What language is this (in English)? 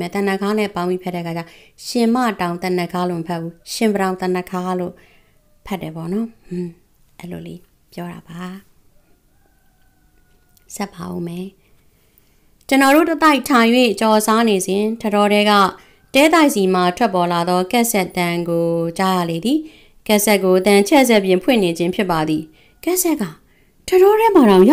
Burmese